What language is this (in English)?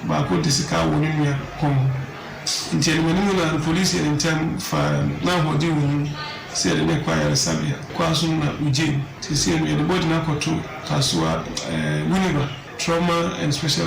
Akan